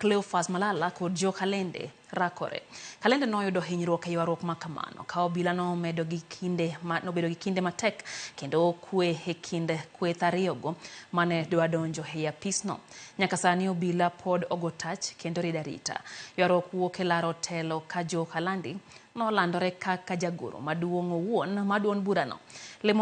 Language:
Luo (Kenya and Tanzania)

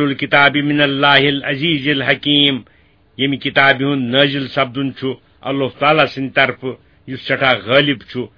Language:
Kashmiri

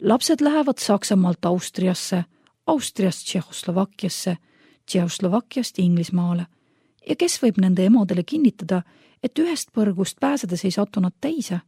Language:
Estonian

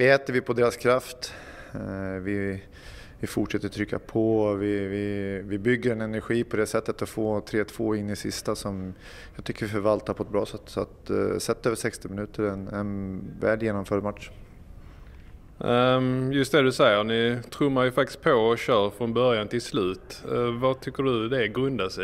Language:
Swedish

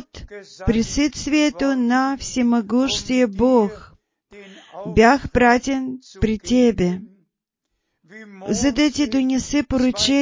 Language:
Bulgarian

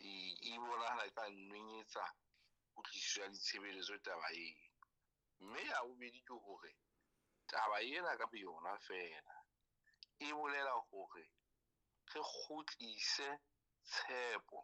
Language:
Southern Sotho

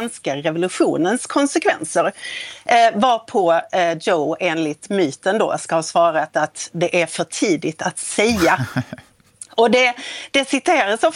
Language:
Swedish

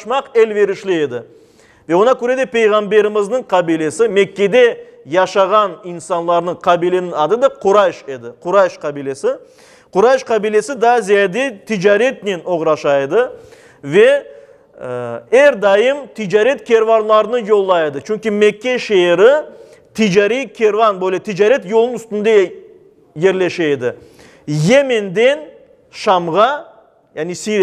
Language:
Crimean Tatar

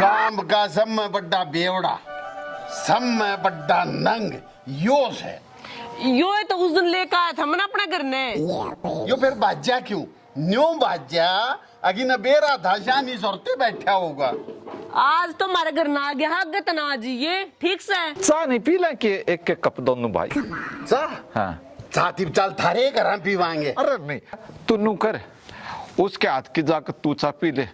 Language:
Haryanvi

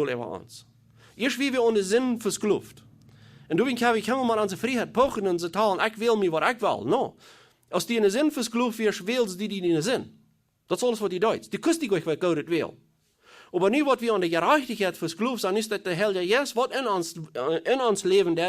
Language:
Plautdietsch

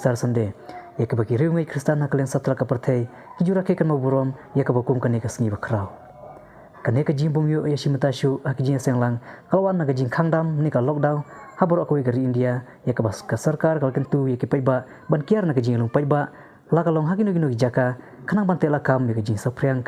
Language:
Khasi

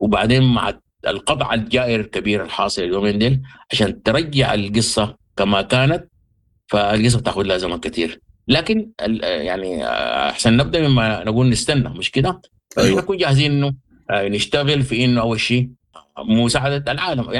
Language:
Sudanese Arabic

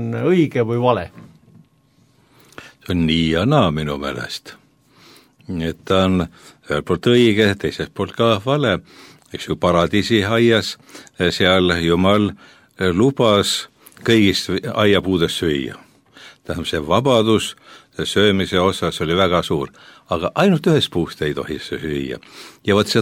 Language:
Estonian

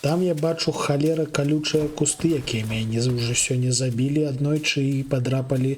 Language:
Belarusian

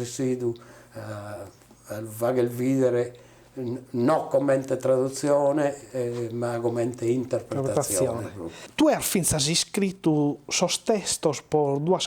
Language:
Sardinian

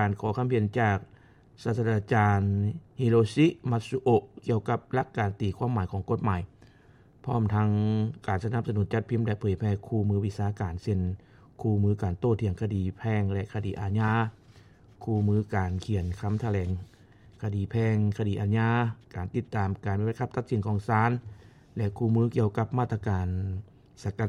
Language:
Lao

